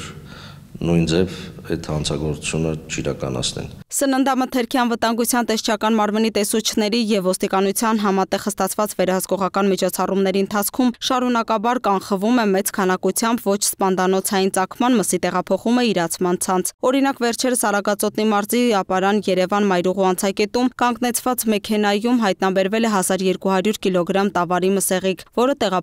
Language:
Armenian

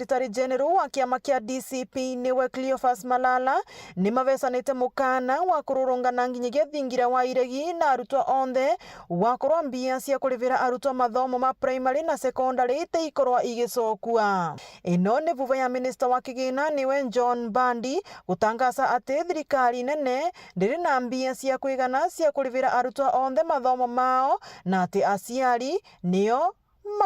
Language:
Meru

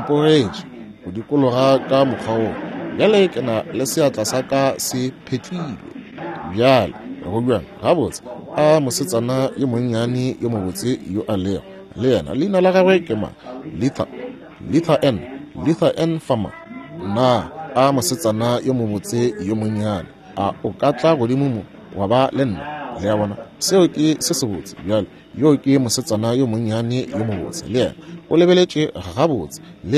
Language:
Northern Sotho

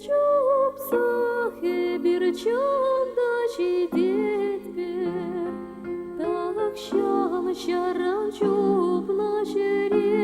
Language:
Chuvash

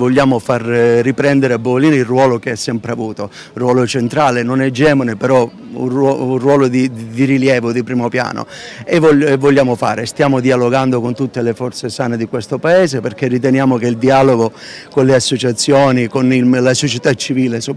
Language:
Italian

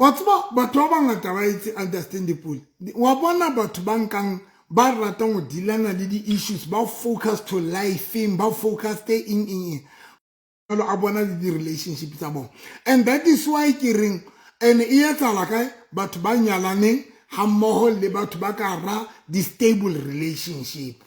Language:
Southern Sotho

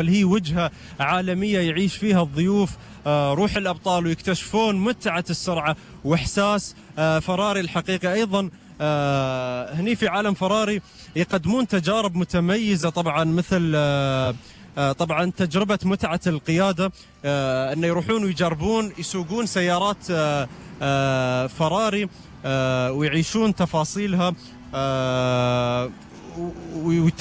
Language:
Gulf Arabic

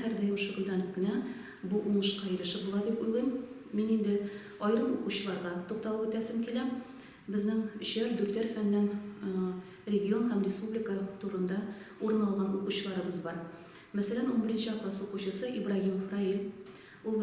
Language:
Tatar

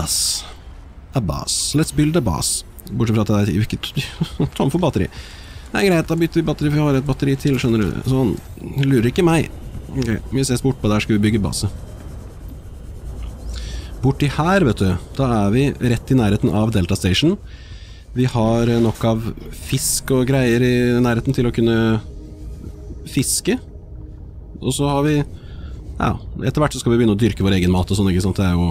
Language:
Norwegian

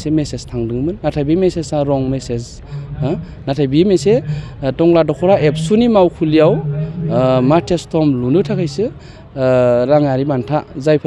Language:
Bodo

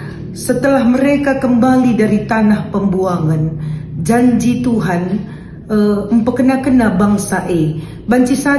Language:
Batak Karo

